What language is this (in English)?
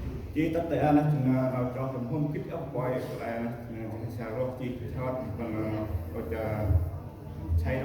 Central Mnong